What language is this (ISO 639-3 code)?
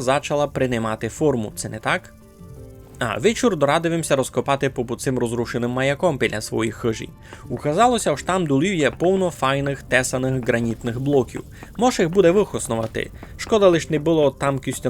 rue